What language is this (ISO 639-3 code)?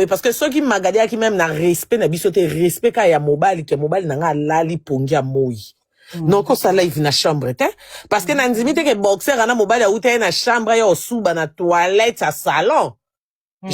lin